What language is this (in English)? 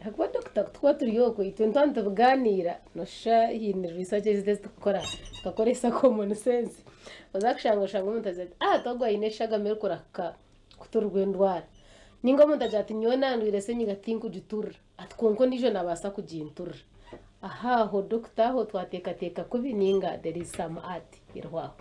Nyankole